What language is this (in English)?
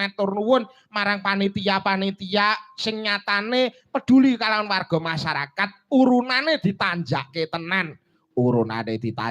Javanese